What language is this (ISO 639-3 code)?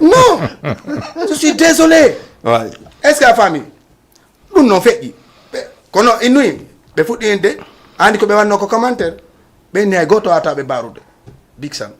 ful